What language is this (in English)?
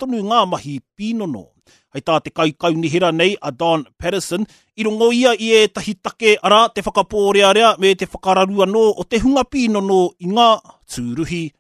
Māori